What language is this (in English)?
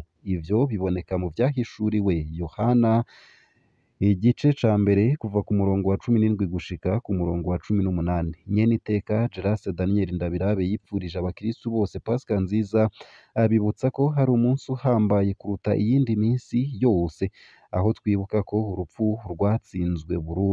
Rundi